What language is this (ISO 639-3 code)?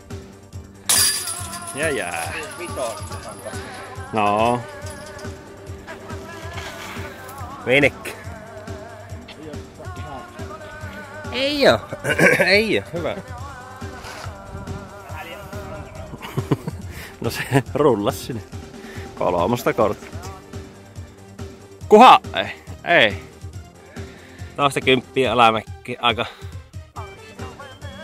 fin